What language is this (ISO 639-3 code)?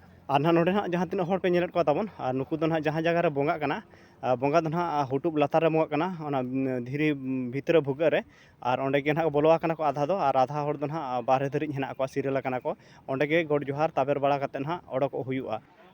sat